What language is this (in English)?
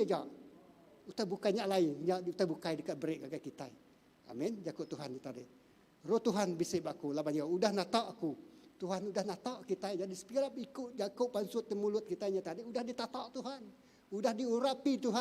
Iban